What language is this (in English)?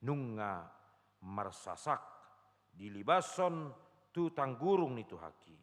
Batak Toba